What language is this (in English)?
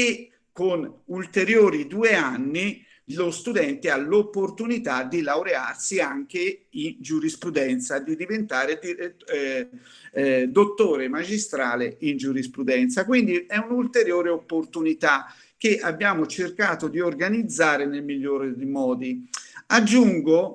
Italian